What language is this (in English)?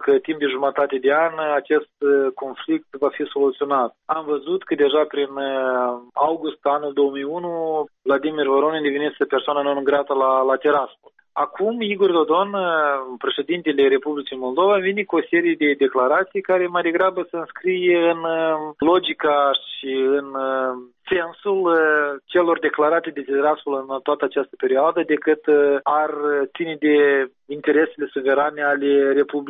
Romanian